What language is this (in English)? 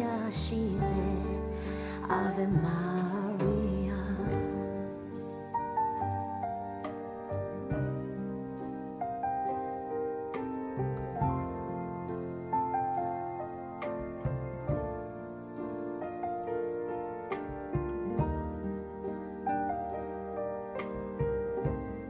Japanese